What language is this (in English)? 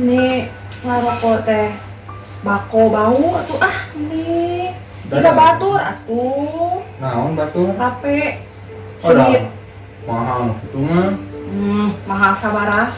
Sundanese